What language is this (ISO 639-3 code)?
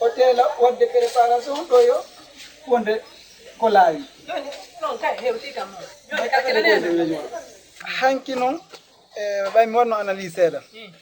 ful